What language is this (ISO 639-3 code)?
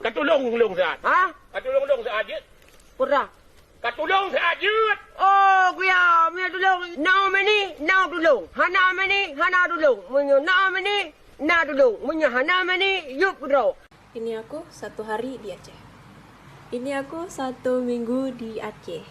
ace